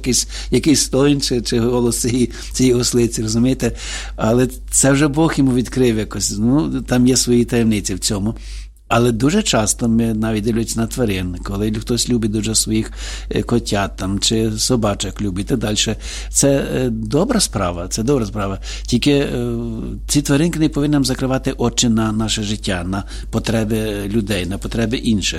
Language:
Ukrainian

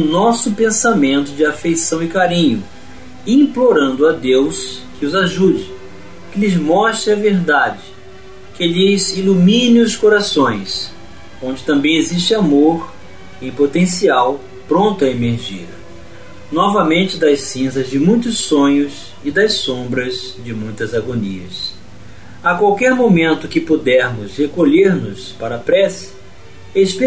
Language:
Portuguese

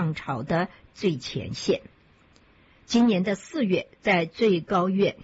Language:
Chinese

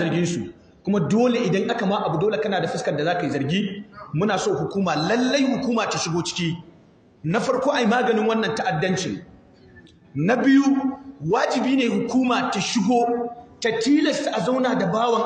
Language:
Hausa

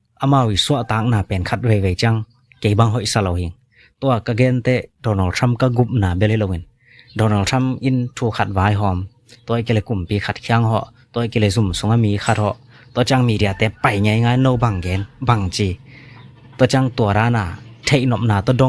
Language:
Tedim Chin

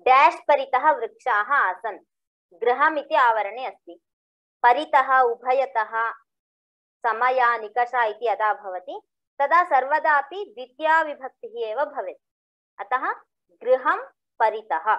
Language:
Sanskrit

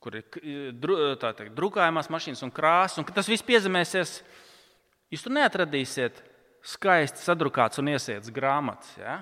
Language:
Latvian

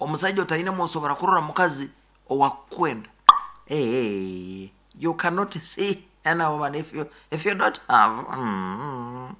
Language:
Nyoro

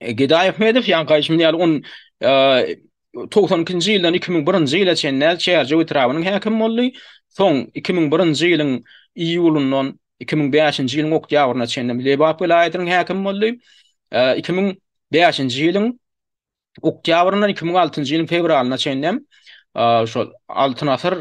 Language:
Turkmen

